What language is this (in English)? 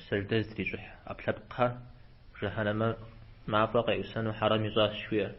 Kabardian